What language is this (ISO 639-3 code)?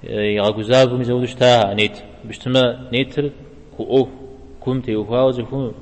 kbd